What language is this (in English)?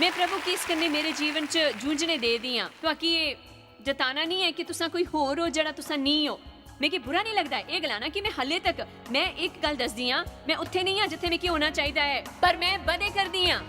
Dogri